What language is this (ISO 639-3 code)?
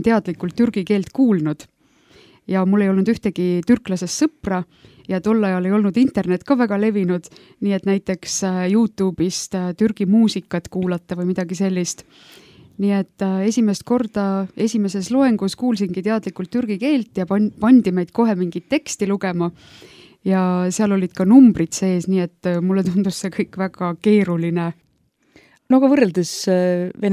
est